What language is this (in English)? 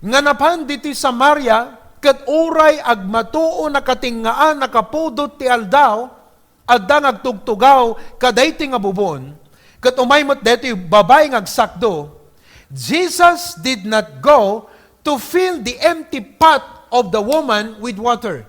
Iloko